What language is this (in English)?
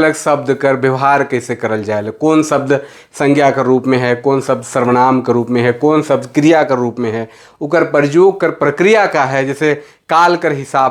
Sadri